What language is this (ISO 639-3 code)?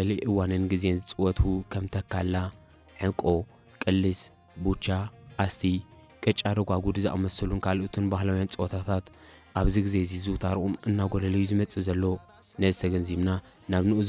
tir